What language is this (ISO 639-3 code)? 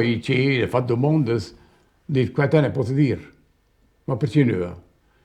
roh